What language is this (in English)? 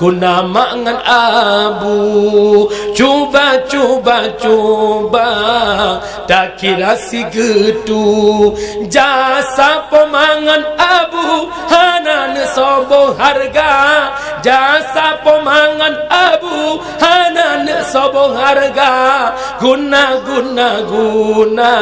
Achinese